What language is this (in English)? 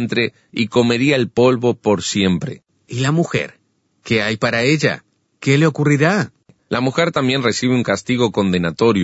Spanish